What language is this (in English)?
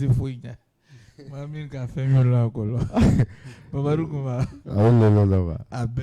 Bambara